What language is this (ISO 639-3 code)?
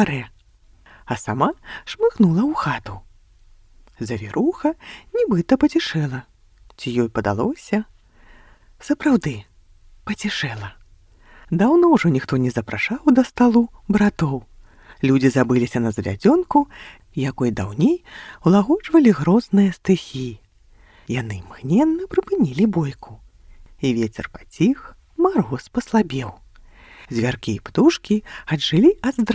bel